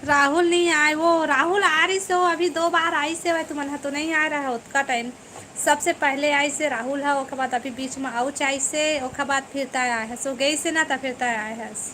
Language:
Chhattisgarhi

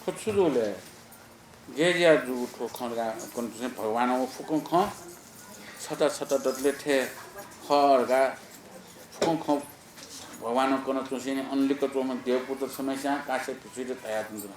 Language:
Newari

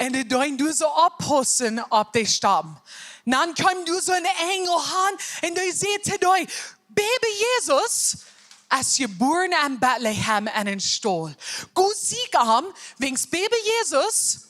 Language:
Plautdietsch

